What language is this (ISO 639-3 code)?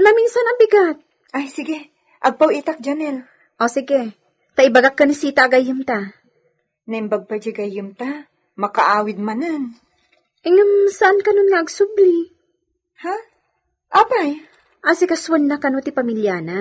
ilo